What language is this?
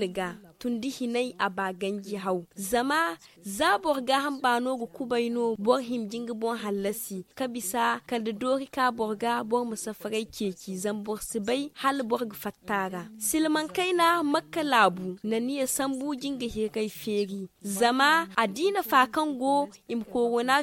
Zarma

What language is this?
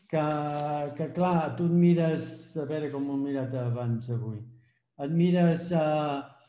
Catalan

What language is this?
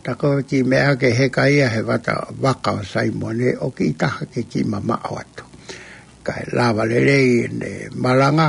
Tongan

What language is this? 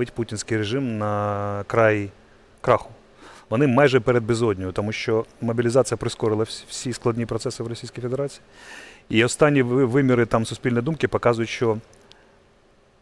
Ukrainian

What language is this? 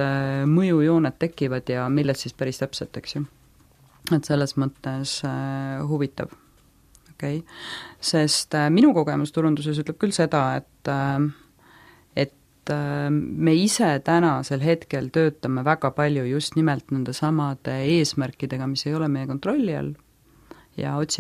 Estonian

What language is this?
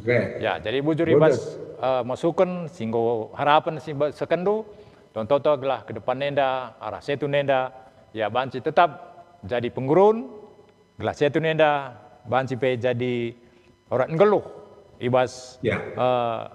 Batak Karo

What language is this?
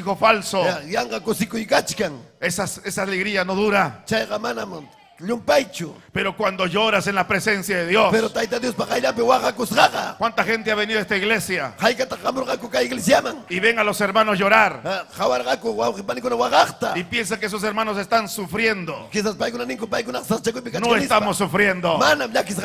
Ayacucho Quechua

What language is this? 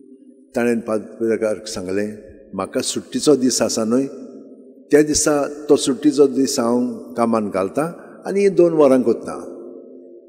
Konkani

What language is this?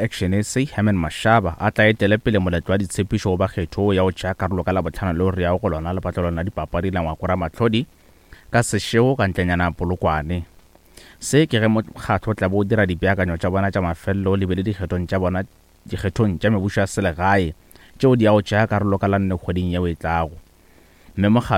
Northern Sotho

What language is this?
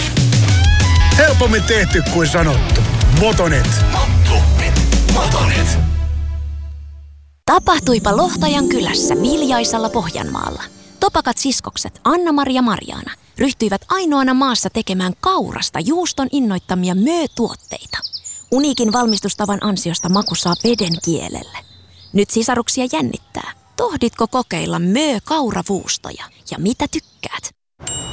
Finnish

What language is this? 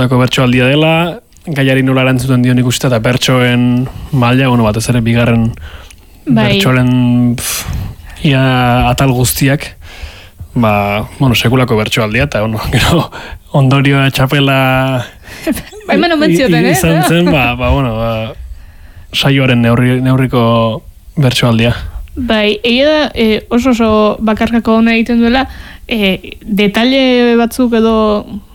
Basque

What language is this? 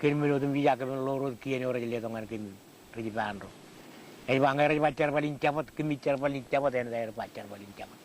Marshallese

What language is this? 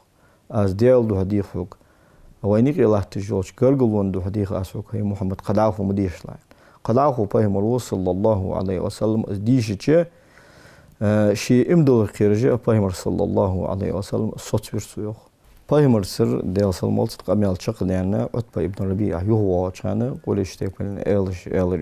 Ingush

